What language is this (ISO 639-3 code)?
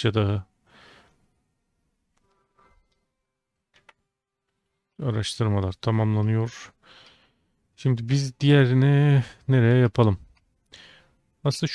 tur